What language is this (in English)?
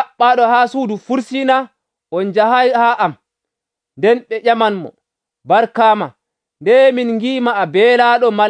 Nigerian Fulfulde